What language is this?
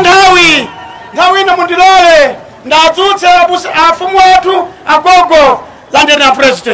Nyanja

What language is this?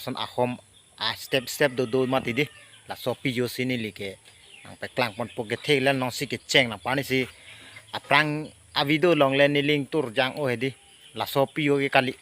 Karbi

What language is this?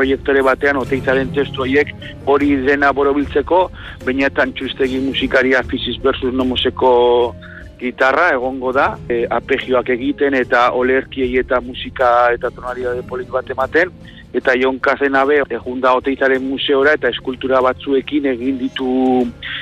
Basque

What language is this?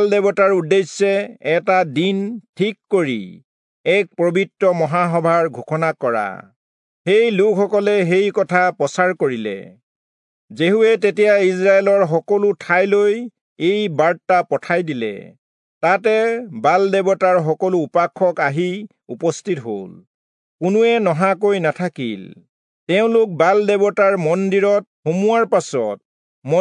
Assamese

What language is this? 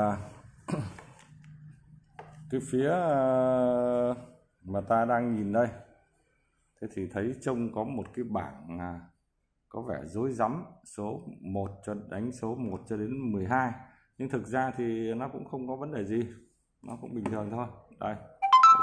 Vietnamese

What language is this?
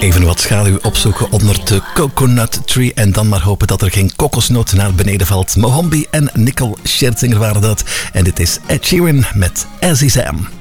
Dutch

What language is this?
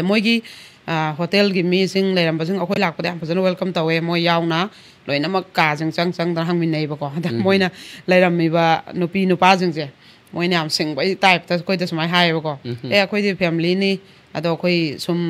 Manipuri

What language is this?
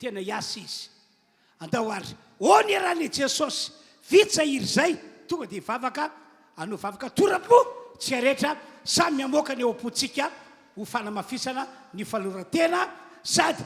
Malagasy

